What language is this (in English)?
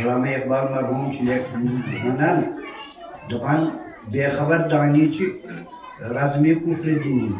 Kashmiri